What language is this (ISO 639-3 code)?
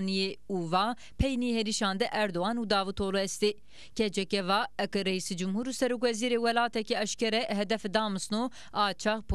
zza